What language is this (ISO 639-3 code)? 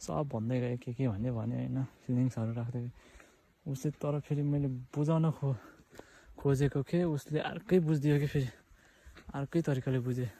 nep